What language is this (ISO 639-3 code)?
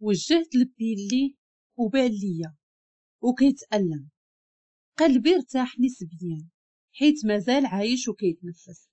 ary